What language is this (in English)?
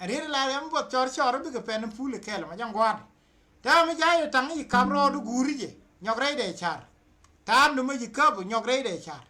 Nuer